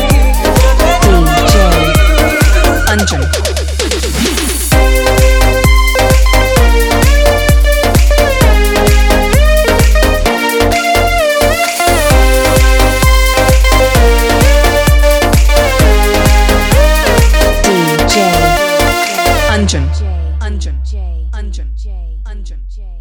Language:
Kannada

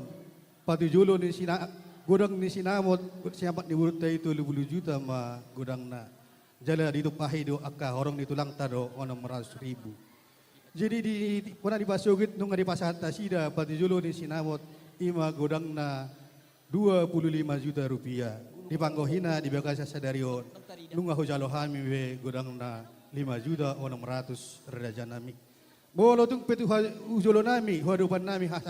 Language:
Batak Toba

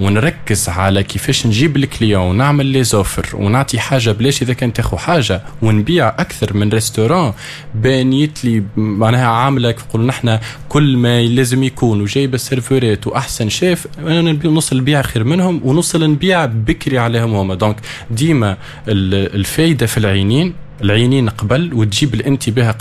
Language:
Tunisian Arabic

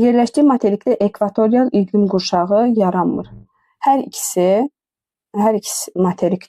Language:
Azerbaijani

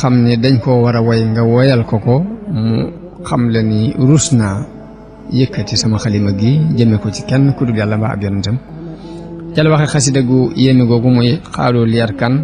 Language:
Wolof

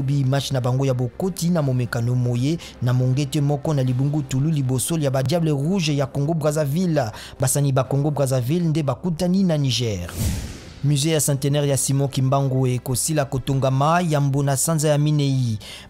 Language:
Lingala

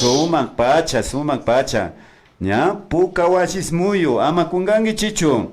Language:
Imbabura Highland Quichua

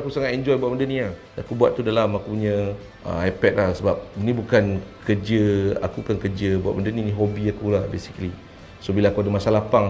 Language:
Malay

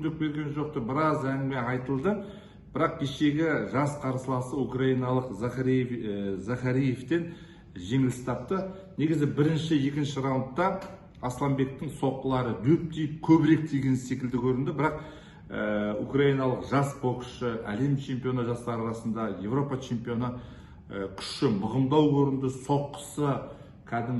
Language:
Kazakh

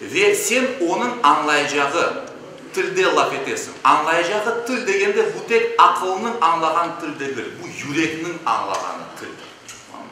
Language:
Crimean Tatar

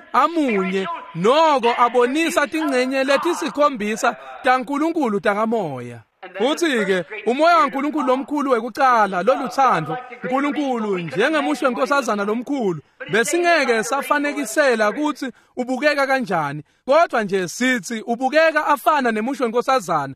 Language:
Swati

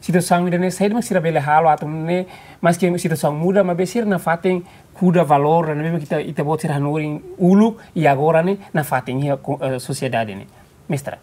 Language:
Tetum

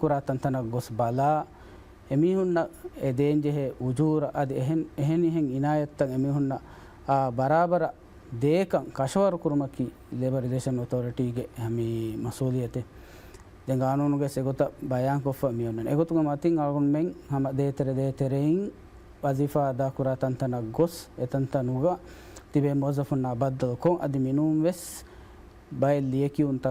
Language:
Divehi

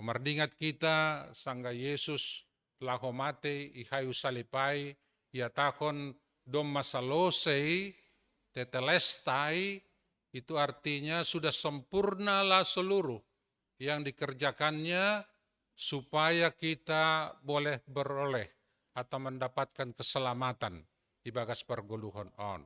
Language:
Batak Simalungun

